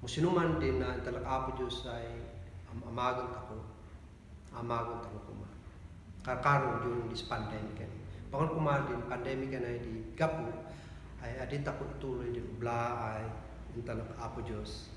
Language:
Kankanaey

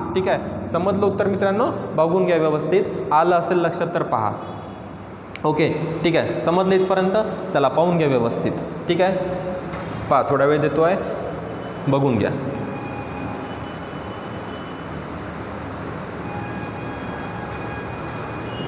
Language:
Marathi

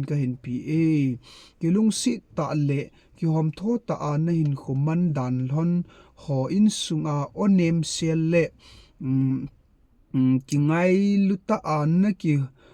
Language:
Thado Chin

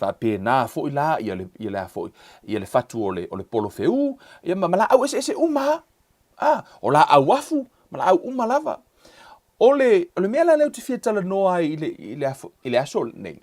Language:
Samoan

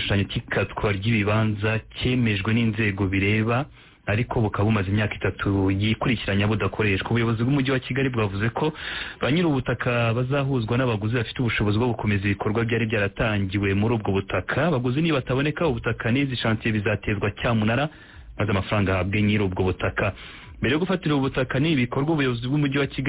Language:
Kinyarwanda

